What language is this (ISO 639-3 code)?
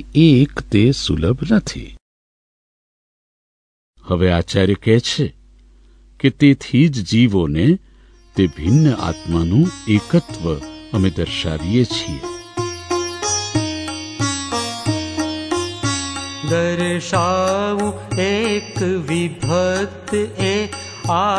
guj